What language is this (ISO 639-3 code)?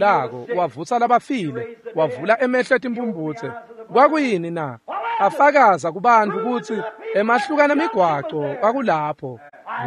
ssw